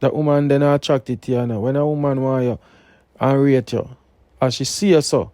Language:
Jamaican Creole English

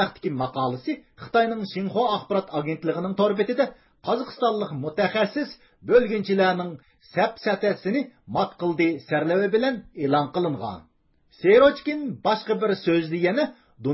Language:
Uyghur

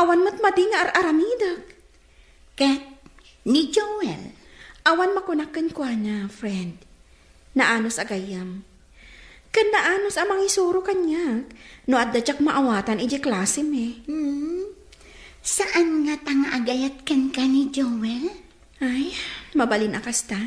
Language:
Iloko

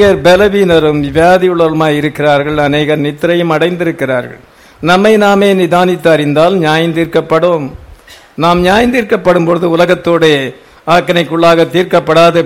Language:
Tamil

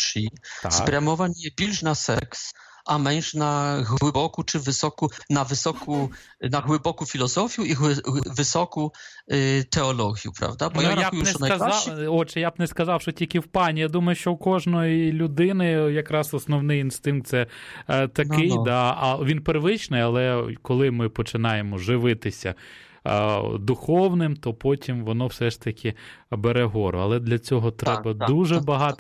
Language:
Ukrainian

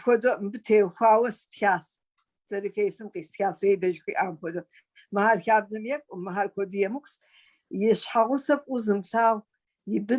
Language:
Kabardian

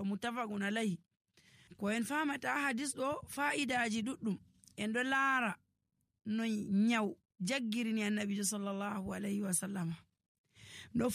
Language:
Nigerian Fulfulde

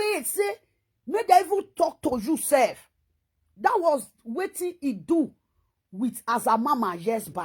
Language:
Nigerian Pidgin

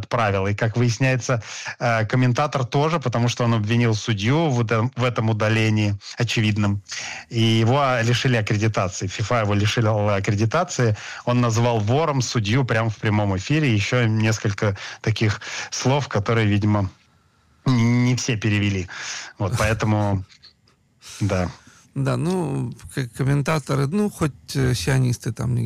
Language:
Russian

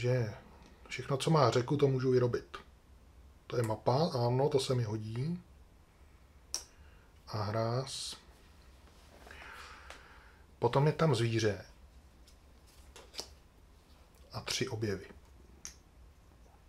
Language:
Czech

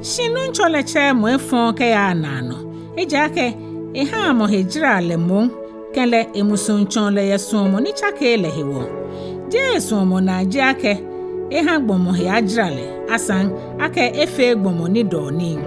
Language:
Ga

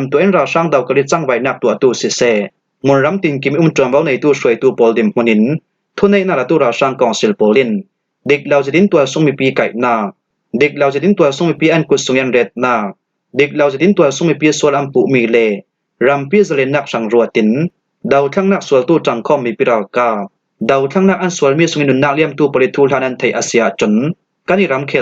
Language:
Falam Chin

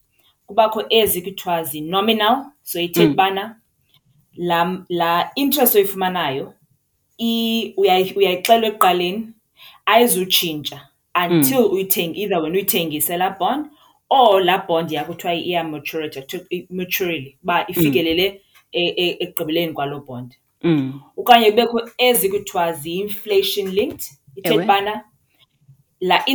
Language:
Xhosa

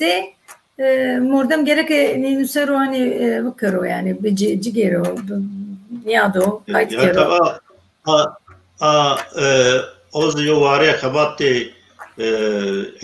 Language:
Zaza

